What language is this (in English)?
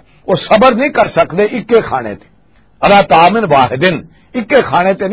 Western Panjabi